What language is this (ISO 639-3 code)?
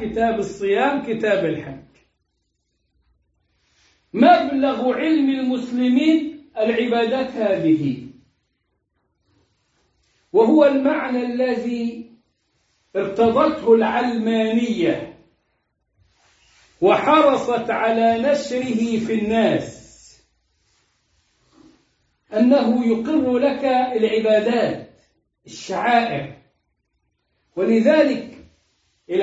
ara